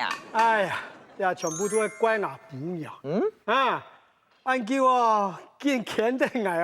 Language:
Hakka Chinese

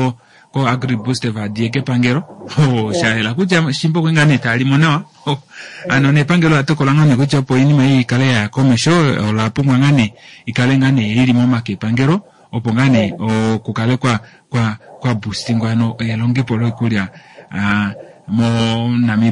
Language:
Kuanyama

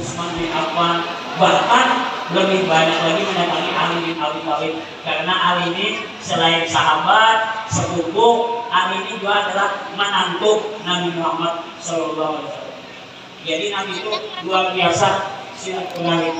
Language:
Banjar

